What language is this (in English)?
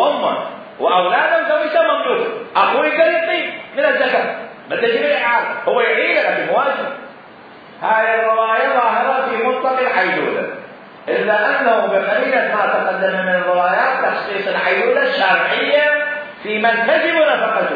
Mesopotamian Arabic